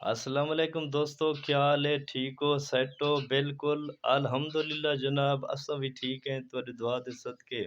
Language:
Saraiki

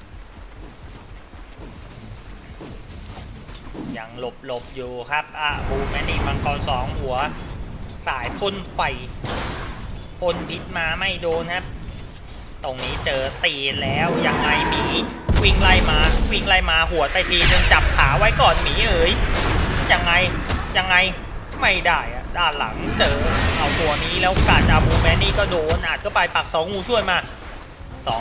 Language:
Thai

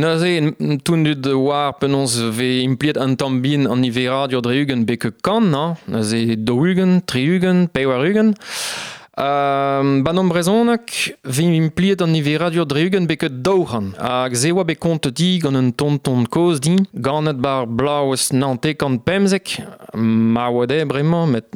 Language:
Breton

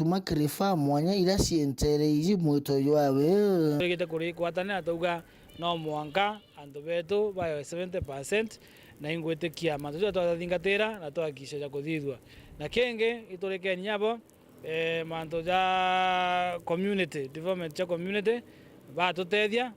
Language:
Meru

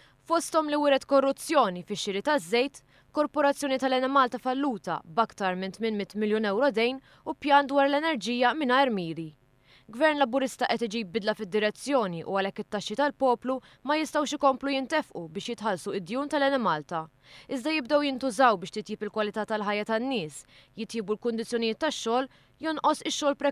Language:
Maltese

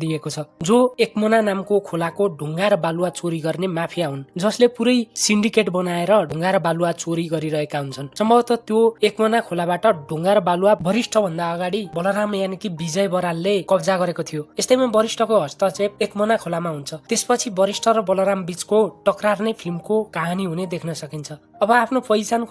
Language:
Nepali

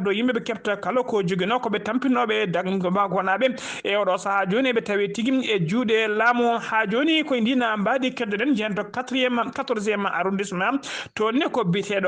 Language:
Fula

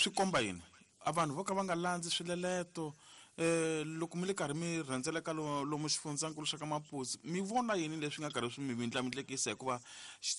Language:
Tsonga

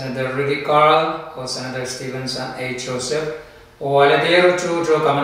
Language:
Pohnpeian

